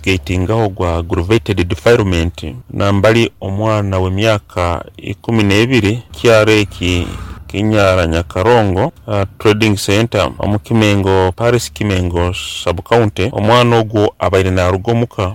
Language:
Nyoro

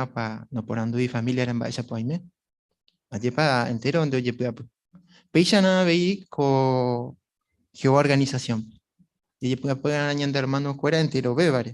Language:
Guarani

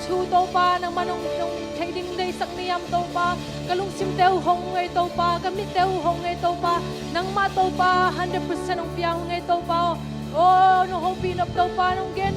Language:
Tedim Chin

